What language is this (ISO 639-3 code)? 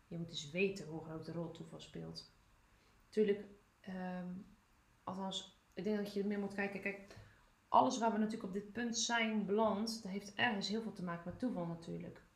nld